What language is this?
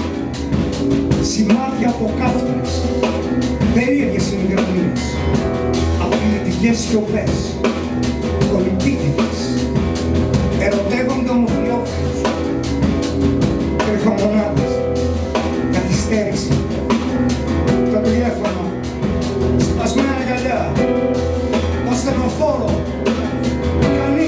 Greek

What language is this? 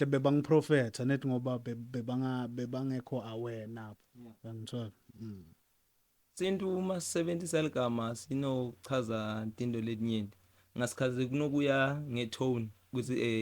Zulu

